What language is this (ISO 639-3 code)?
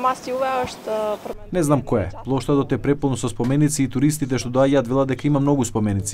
mkd